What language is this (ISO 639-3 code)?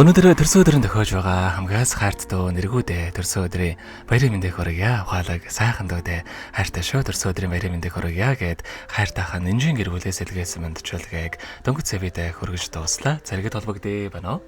mon